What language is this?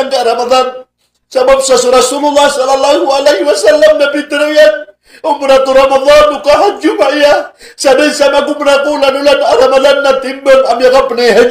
Maranao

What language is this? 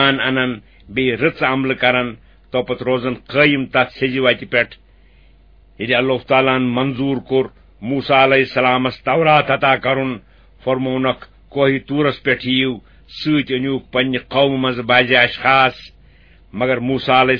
Kashmiri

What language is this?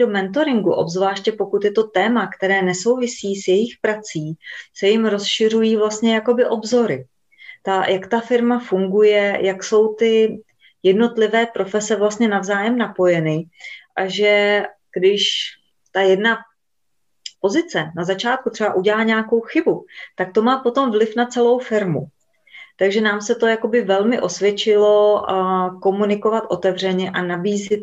Czech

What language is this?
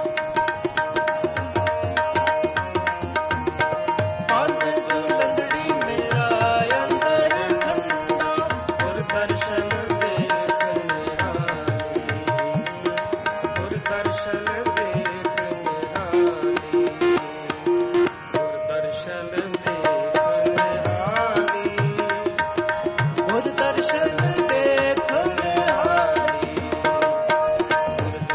Punjabi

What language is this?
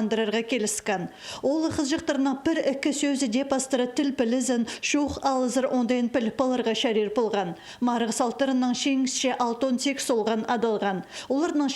Khakas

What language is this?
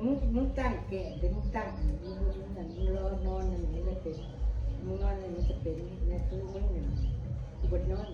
Northeastern Thai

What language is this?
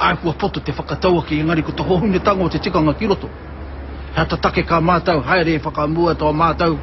Māori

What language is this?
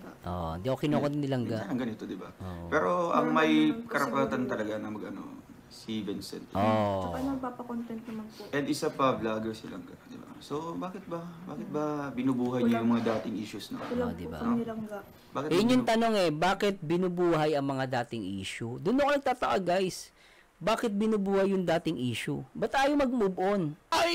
Filipino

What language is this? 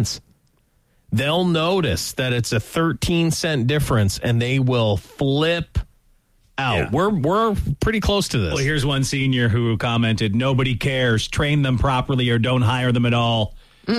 English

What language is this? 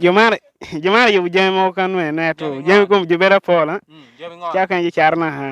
Lango (Uganda)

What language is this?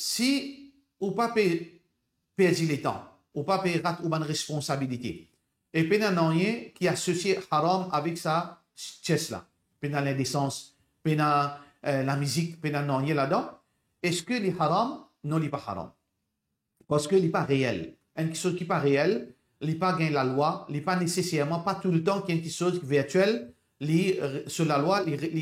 Morisyen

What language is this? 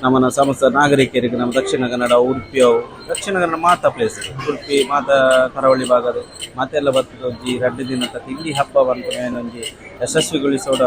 Tulu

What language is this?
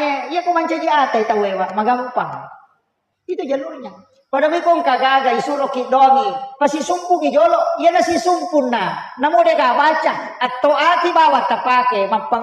Buginese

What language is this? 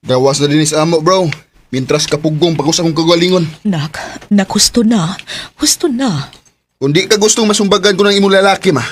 Cebuano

